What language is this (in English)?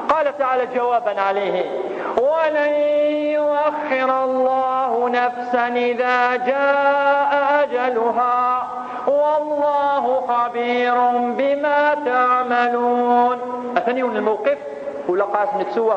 Kabyle